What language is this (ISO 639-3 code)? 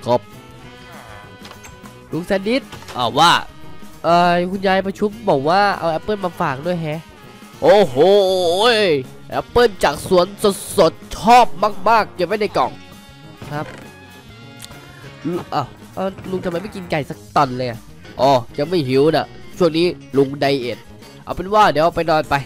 tha